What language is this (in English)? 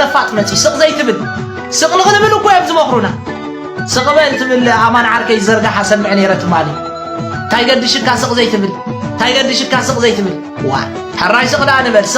Tigrinya